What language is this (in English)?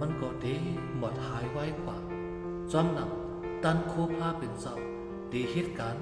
Shan